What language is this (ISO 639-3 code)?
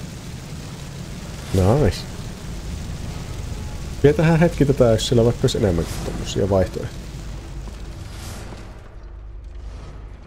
fin